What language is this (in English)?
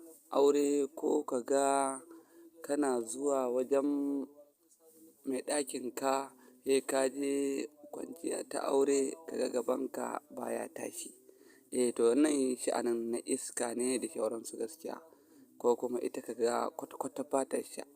Hausa